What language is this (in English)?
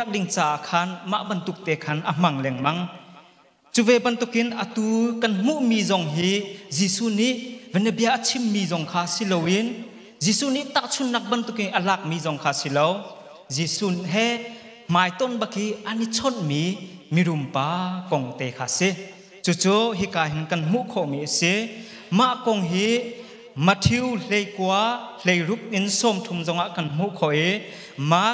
Hakha Chin